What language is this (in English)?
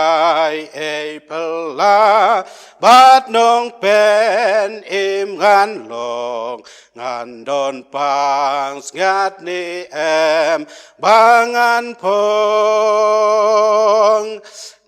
Khasi